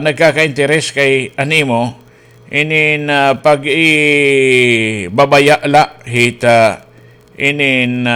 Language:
Waray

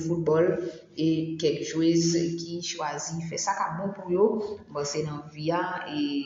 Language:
Haitian Creole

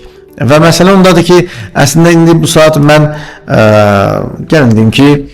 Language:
Azerbaijani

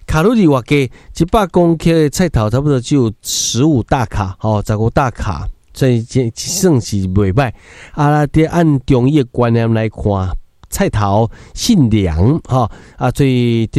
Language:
Min Nan Chinese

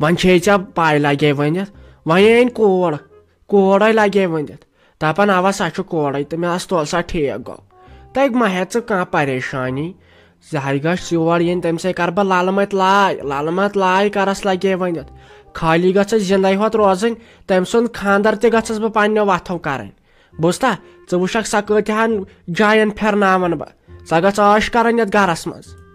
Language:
Kashmiri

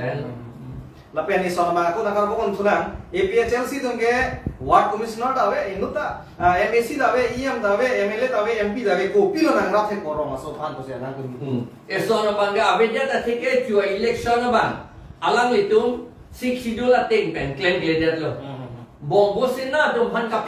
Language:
Karbi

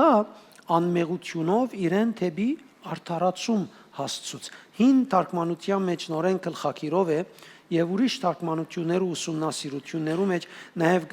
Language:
Western Armenian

